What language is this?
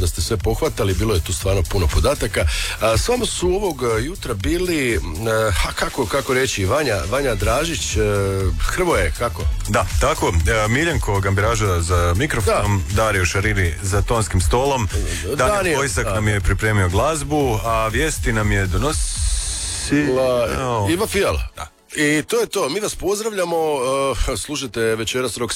Croatian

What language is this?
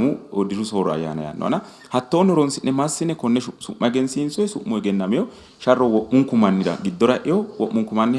Sidamo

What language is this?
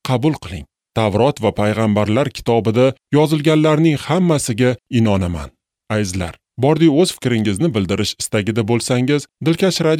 Uzbek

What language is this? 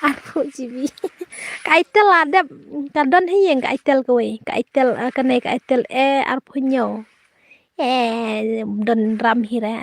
Khasi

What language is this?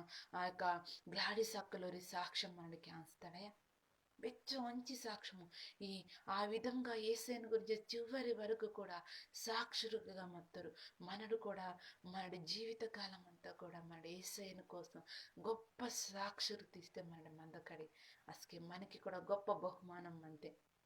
Koya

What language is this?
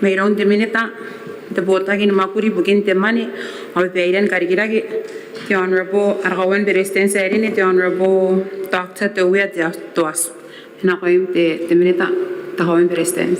Gilbertese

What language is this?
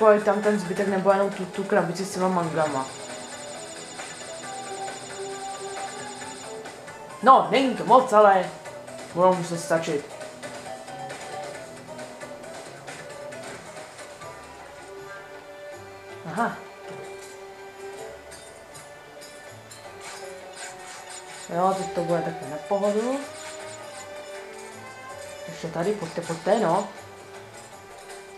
Czech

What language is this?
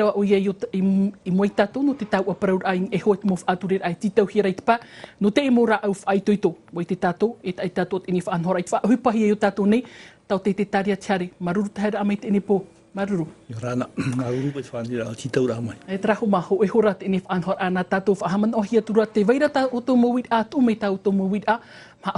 Tahitian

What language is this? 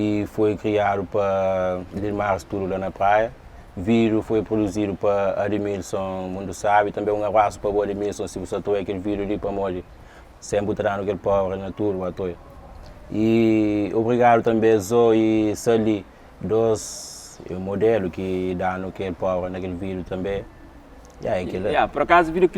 Kabuverdianu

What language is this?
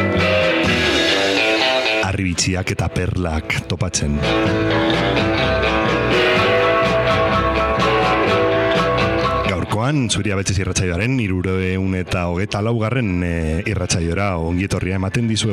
Basque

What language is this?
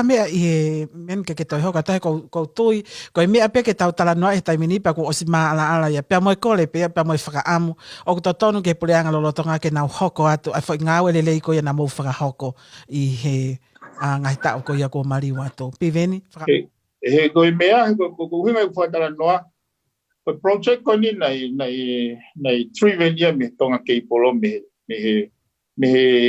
Tongan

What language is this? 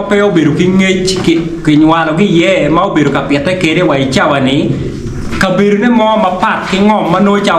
Acoli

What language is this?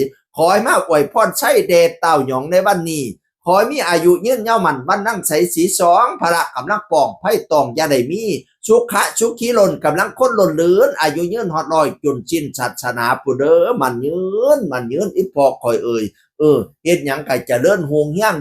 Northeastern Thai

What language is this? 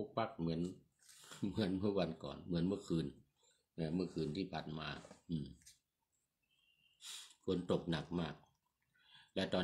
Thai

